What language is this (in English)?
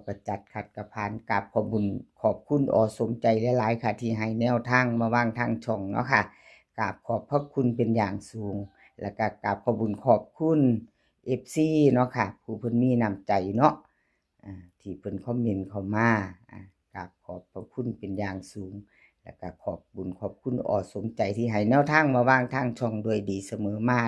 Northeastern Thai